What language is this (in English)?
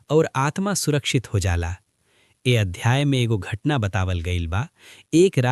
Bhojpuri